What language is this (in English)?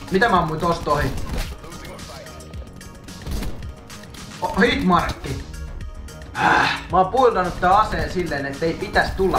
Finnish